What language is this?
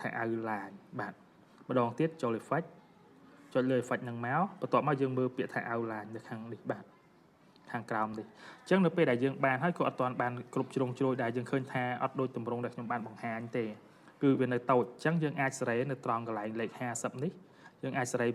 Khmer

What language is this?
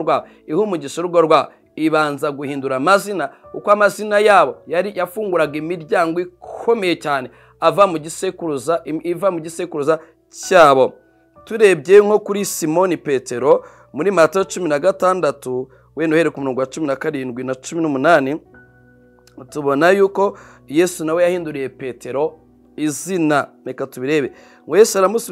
Kinyarwanda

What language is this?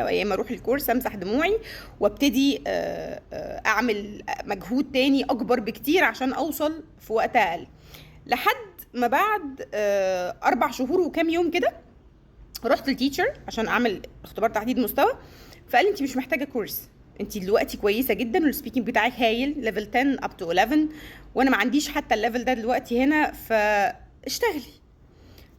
Egyptian Arabic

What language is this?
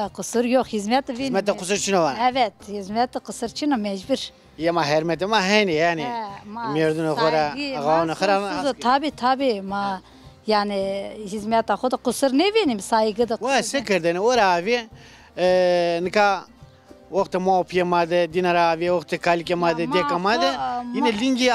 Zaza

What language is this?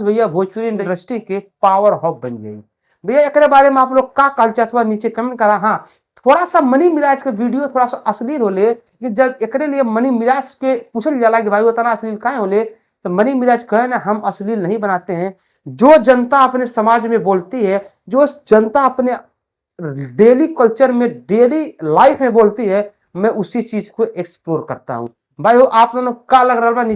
Bhojpuri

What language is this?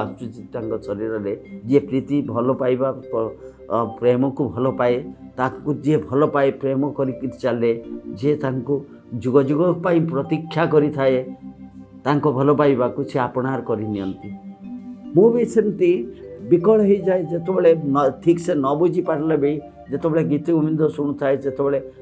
Odia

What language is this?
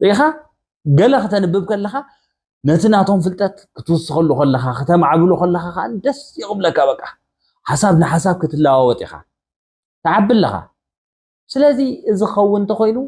Tigrinya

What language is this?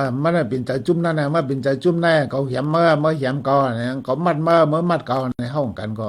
Shan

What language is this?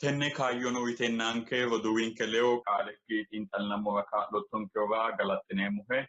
Sidamo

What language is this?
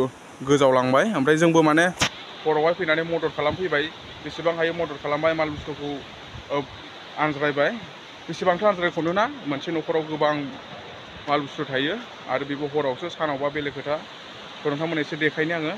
Bodo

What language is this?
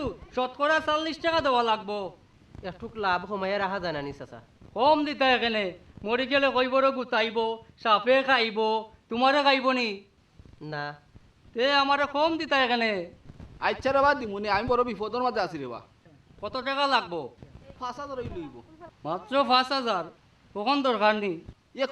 Sylheti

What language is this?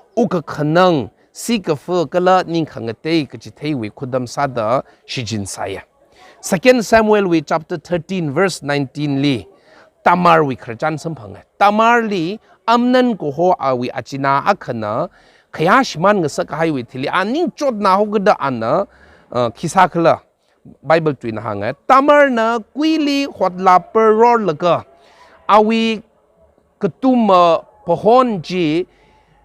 Tangkhul Naga (India)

